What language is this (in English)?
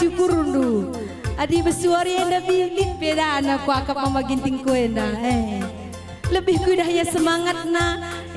Batak Karo